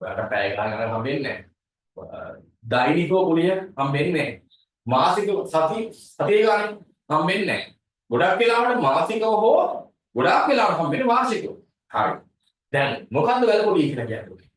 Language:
Sinhala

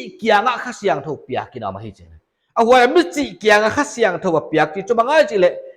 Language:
Paite Chin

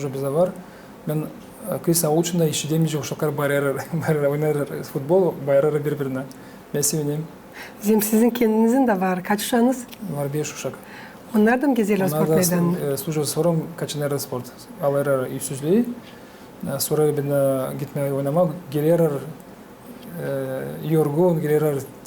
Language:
Gagauz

